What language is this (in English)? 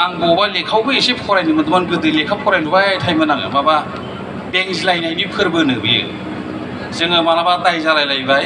Bodo